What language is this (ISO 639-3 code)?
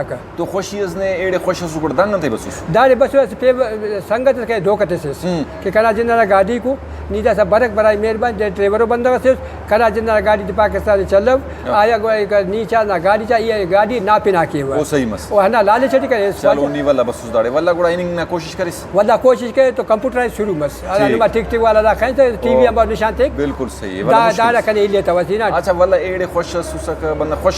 brh